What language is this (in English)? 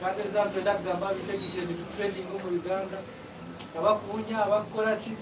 Nyankole